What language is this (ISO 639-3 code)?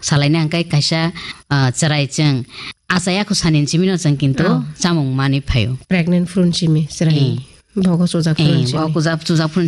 trp